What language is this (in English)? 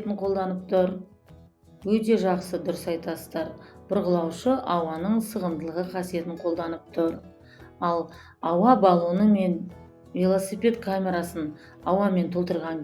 Kazakh